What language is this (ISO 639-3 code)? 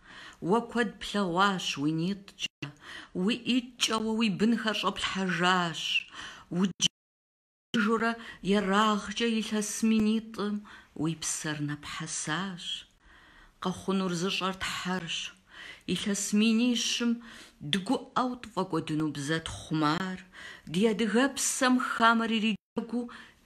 kbd